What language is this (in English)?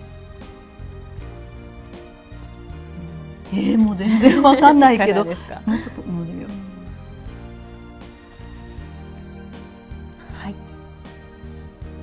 Japanese